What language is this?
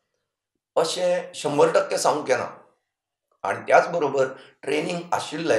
Konkani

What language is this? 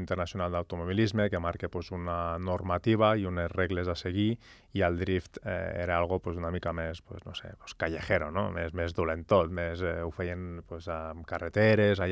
Catalan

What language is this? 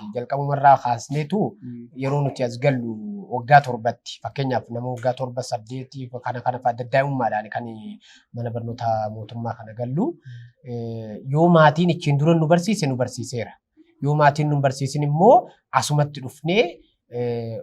Oromo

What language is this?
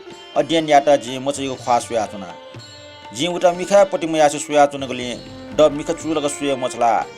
Newari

